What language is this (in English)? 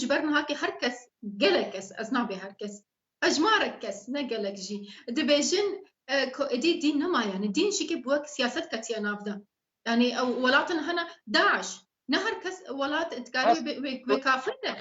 Kurdish